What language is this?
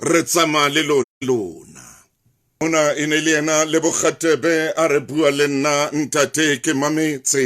Southern Sotho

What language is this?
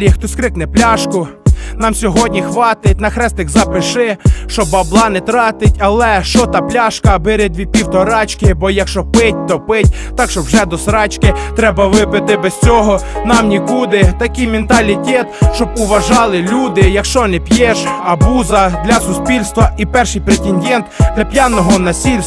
Ukrainian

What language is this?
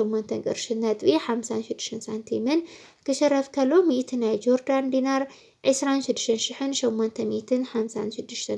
Tigrinya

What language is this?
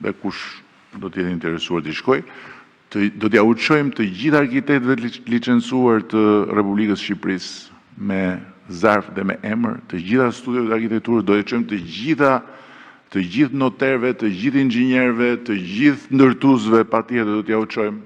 Albanian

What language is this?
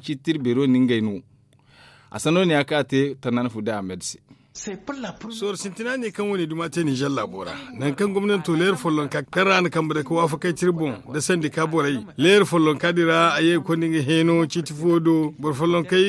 Zarma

